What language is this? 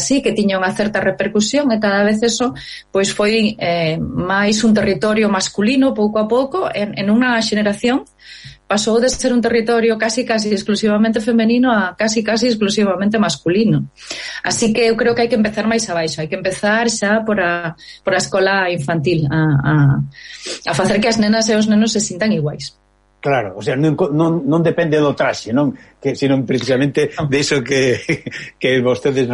Galician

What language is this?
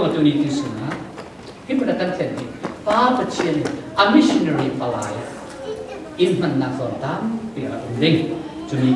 Falam Chin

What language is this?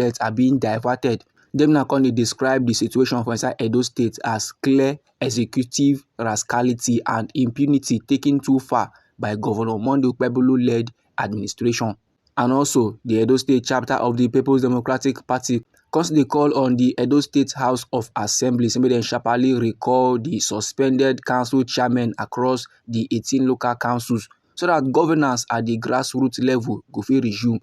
Nigerian Pidgin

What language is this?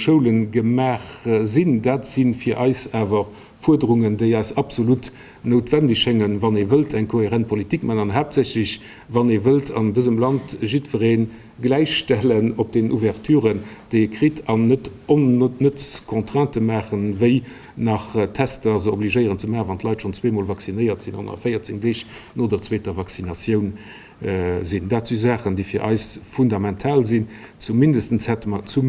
Luxembourgish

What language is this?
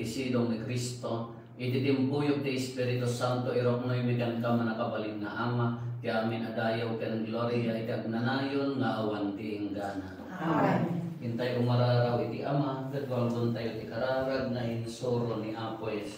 Iloko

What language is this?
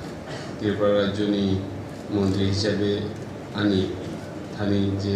Kok Borok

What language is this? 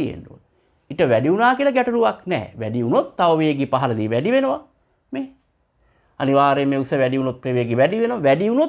Sinhala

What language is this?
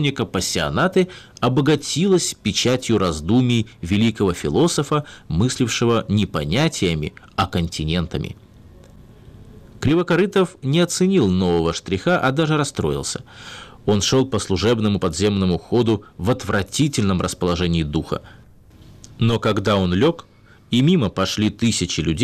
Russian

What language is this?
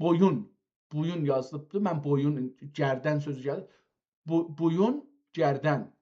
South Azerbaijani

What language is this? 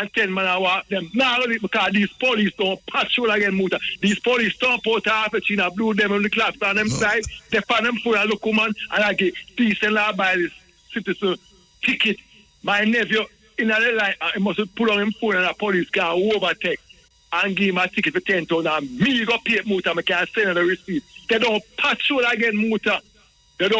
Jamaican Creole English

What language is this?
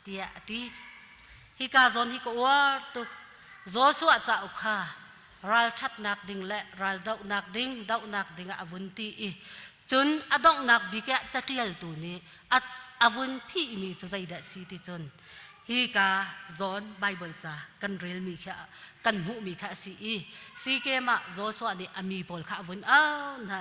Hakha Chin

